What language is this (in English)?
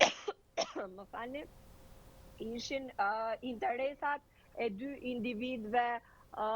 Albanian